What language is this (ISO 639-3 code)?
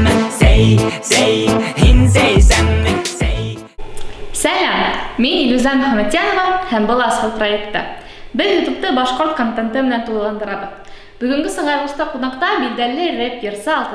bak